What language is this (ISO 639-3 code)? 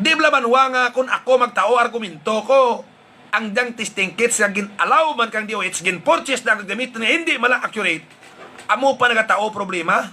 hil